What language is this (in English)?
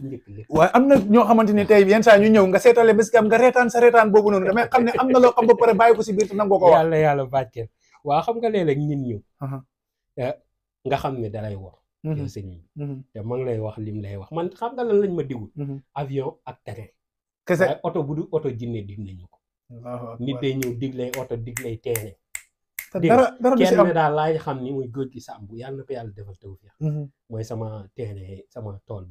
Wolof